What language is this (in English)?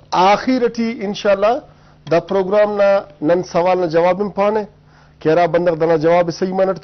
Brahui